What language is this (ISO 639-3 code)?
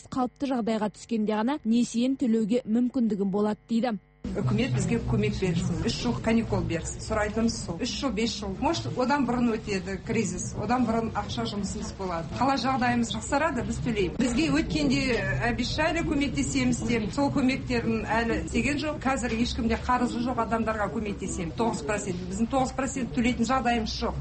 kaz